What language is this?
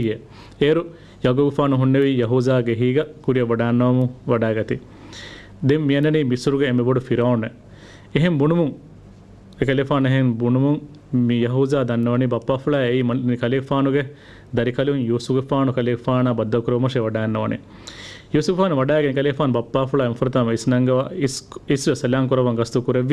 Divehi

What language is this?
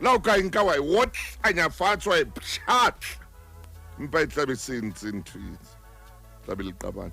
Southern Sotho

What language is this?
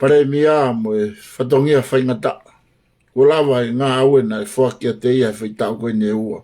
Tongan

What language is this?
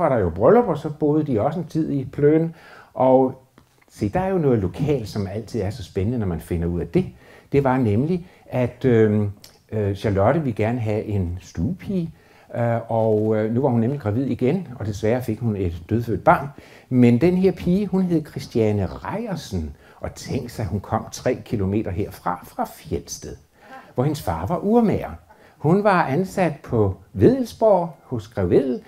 Danish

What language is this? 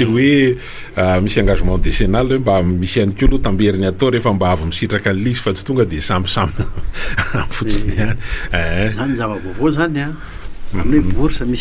Malagasy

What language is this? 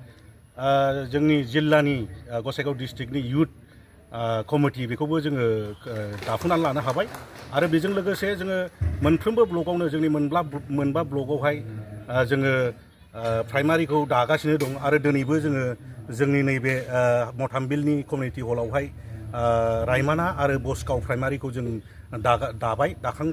Bodo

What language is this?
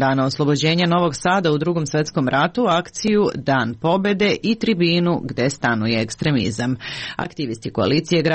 Serbian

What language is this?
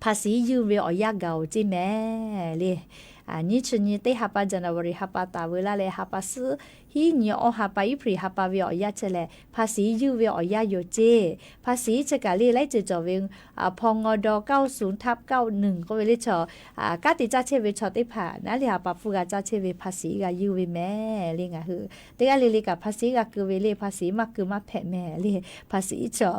Lahu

